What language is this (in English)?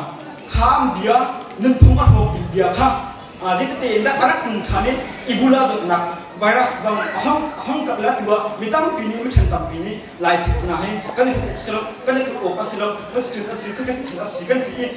Hakha Chin